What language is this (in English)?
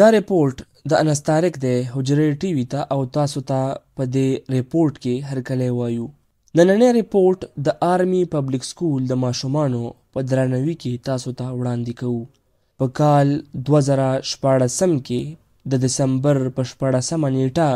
Pashto